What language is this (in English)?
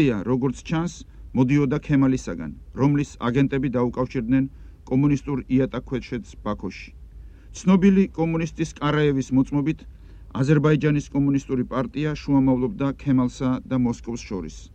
Georgian